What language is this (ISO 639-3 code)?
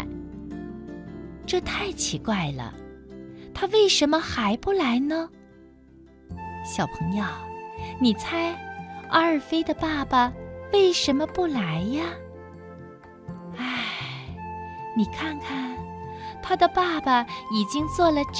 zho